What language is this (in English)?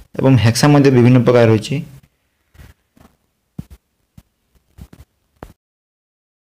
Odia